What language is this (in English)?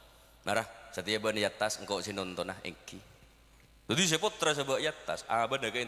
Madurese